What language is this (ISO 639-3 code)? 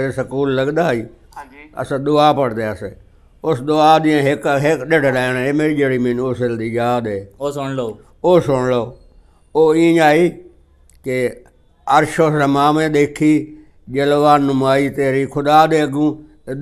skr